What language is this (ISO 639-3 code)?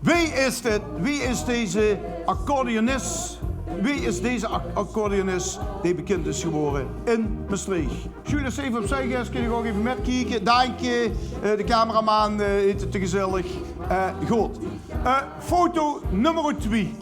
lim